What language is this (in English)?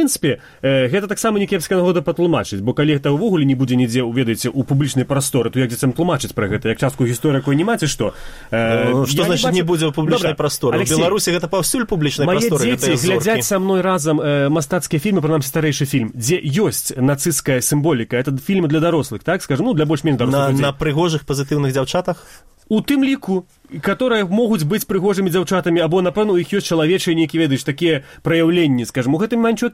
Belarusian